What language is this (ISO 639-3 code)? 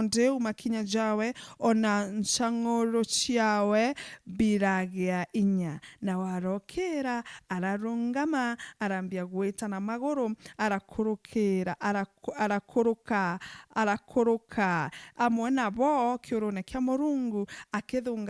mer